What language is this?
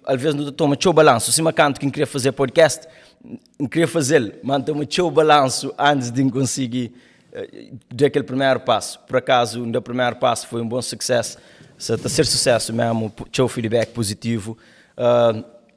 Kabuverdianu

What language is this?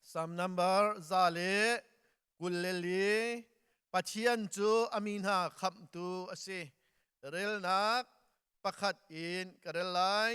Hakha Chin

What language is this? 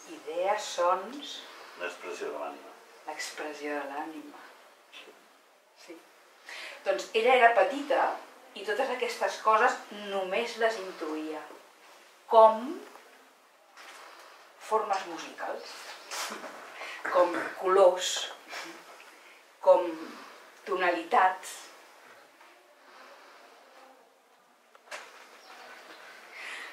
Catalan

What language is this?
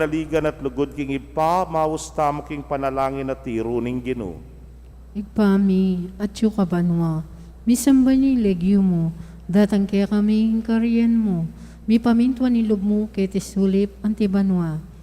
Pampanga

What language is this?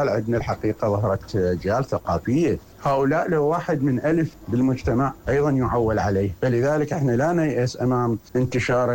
Mesopotamian Arabic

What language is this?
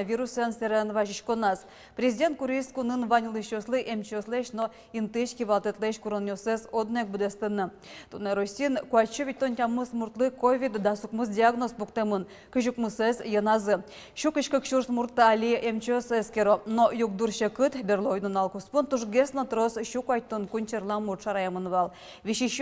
Udmurt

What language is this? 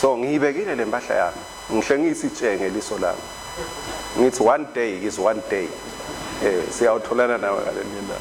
Swati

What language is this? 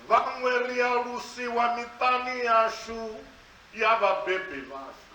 Venda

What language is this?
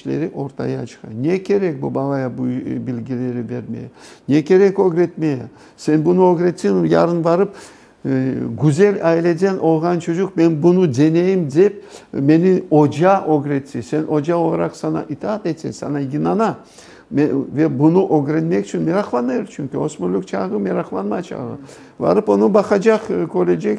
Crimean Tatar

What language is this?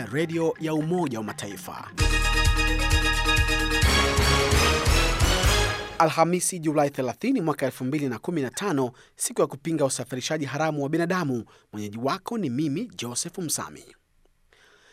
Swahili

